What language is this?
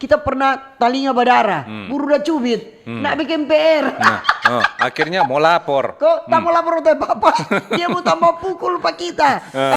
Manado Malay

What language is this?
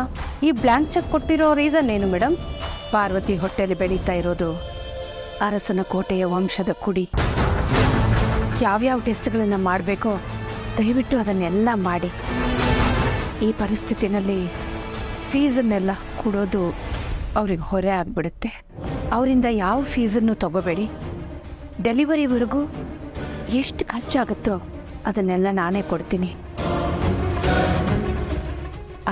Kannada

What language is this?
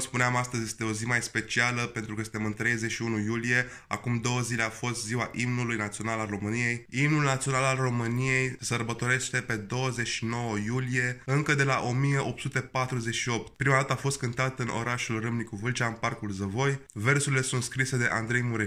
Romanian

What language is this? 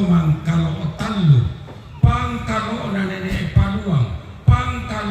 Toraja-Sa'dan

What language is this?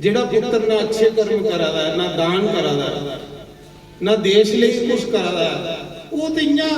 Dogri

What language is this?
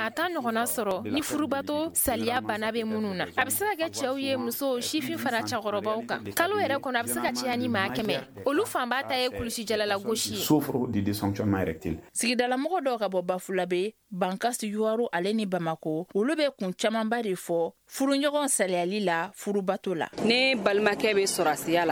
Bambara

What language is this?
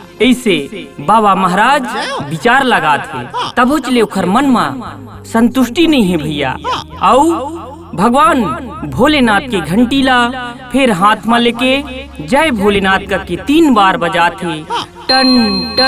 Chhattisgarhi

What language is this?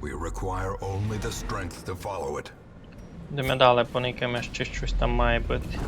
Rusyn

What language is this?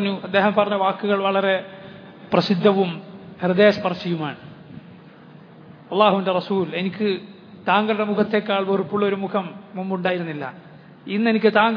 Malayalam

